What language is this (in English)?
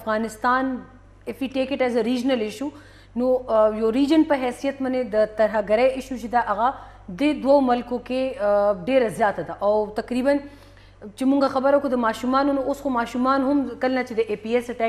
Pashto